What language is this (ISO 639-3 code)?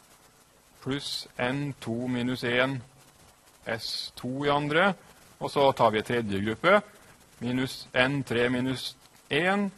nor